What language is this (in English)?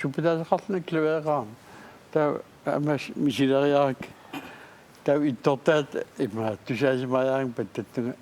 Kalaallisut